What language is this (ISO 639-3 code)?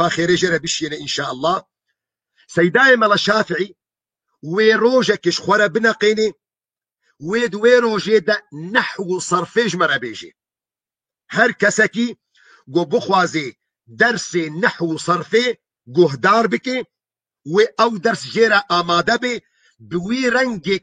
kur